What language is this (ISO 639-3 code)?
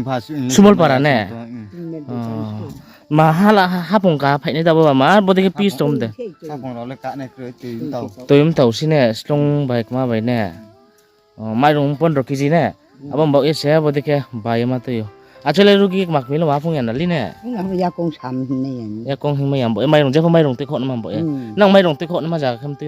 ria